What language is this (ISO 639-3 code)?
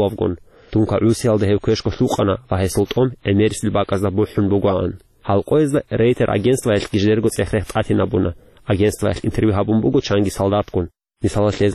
ava